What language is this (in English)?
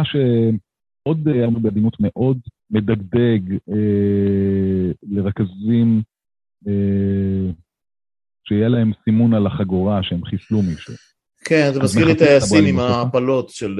Hebrew